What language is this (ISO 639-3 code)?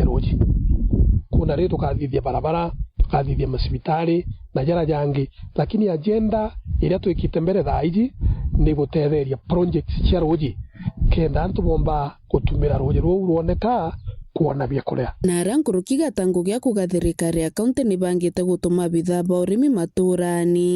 mer